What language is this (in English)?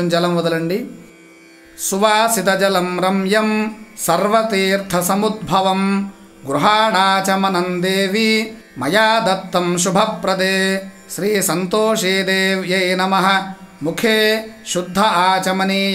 Telugu